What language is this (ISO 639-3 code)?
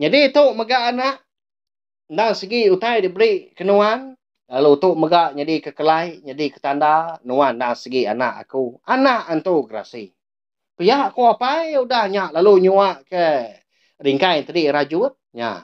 iba